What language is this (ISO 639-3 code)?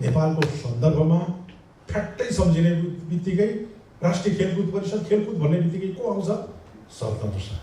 nep